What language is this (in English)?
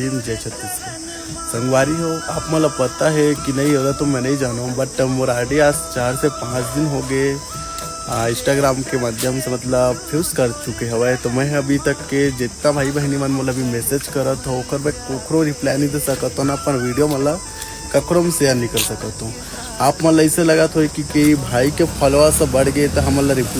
Chhattisgarhi